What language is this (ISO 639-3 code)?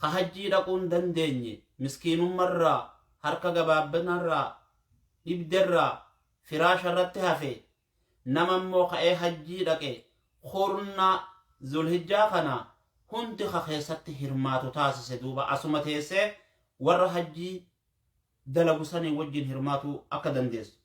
orm